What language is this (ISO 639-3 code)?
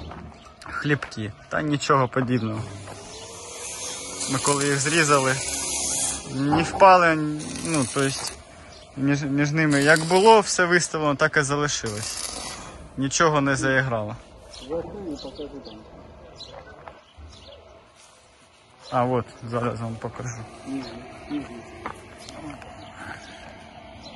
ukr